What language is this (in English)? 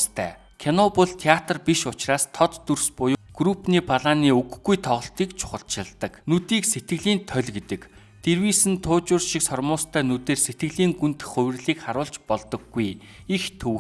Mongolian